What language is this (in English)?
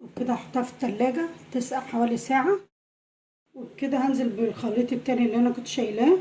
Egyptian Arabic